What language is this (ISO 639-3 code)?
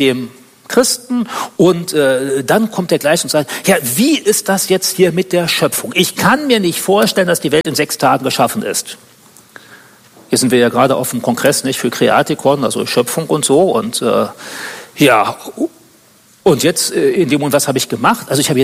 deu